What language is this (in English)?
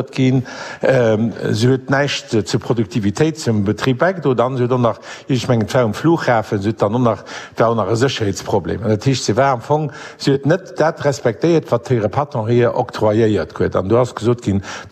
Luxembourgish